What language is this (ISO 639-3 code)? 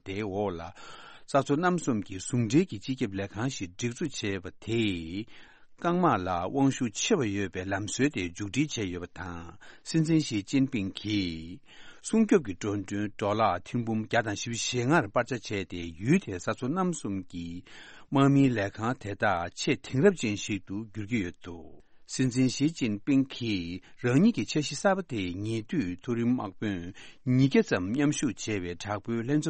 bod